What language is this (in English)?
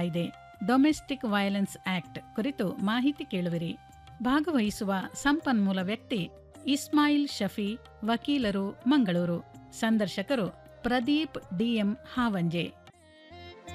Kannada